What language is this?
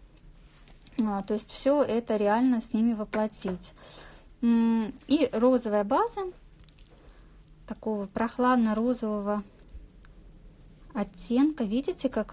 Russian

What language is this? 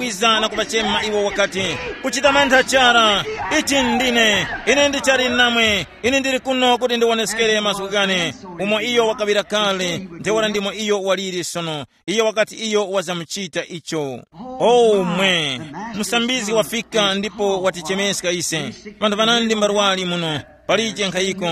Tumbuka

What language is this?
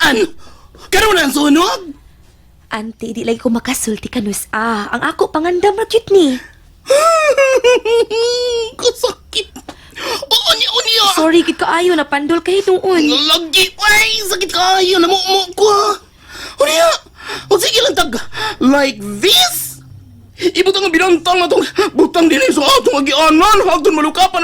Cebuano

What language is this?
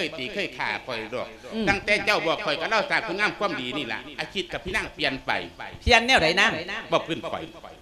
Lao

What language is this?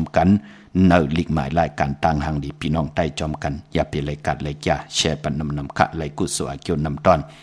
Shan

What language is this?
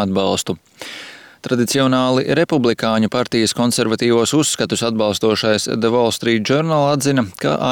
Latvian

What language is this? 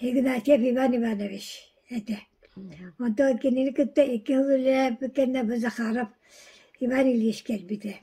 Yakut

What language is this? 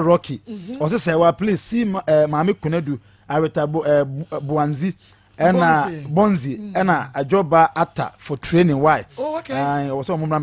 Akan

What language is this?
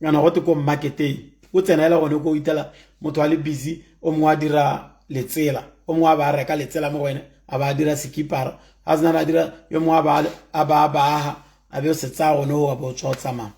Tswana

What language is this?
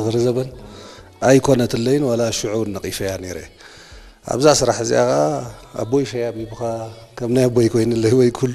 Tigrinya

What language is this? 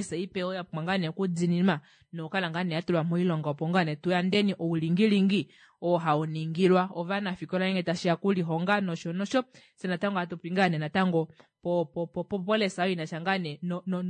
Kuanyama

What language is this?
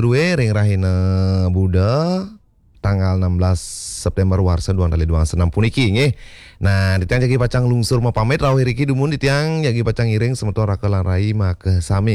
Balinese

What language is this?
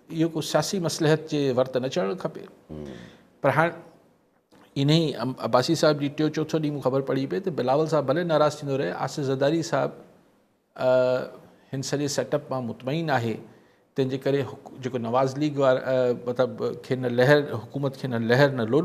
Sindhi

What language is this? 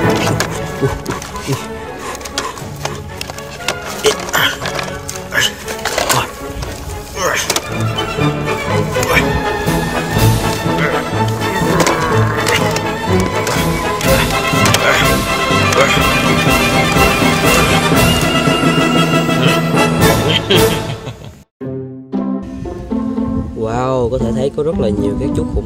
Vietnamese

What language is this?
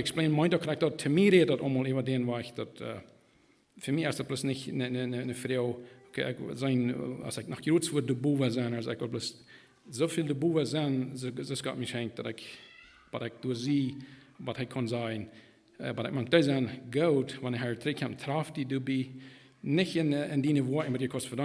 Plautdietsch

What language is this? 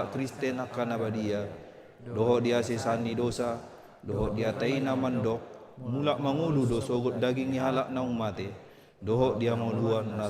Batak Toba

